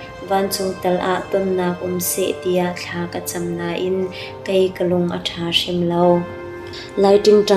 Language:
Hakha Chin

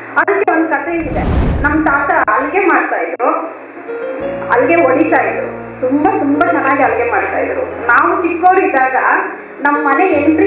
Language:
Kannada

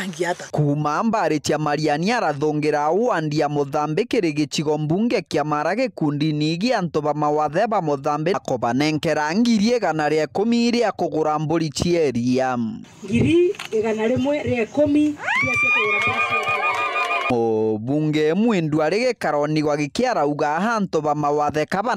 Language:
Meru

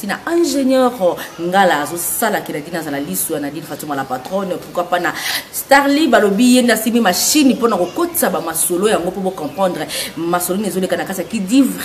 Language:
Lingala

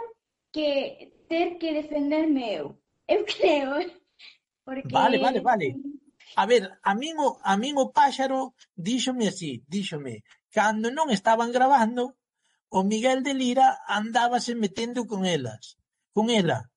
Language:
Galician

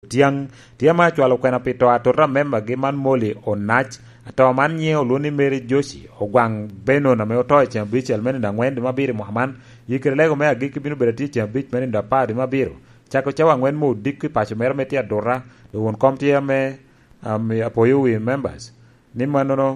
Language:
Lango (Uganda)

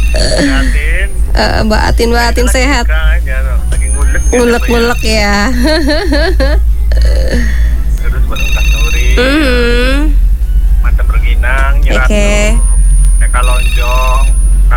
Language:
Indonesian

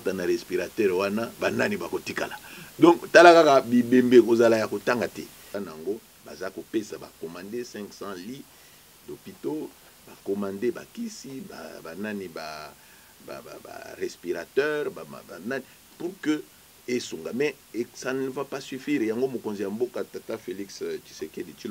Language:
Lingala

